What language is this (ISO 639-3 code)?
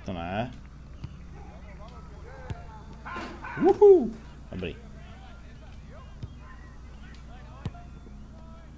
ces